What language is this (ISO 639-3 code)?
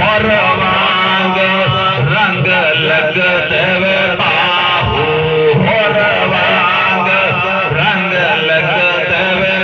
skr